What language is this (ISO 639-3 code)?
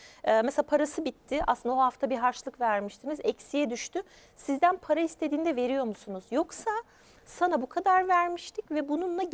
tur